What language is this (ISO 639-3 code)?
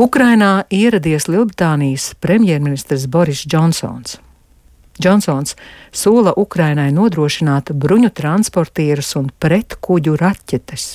lav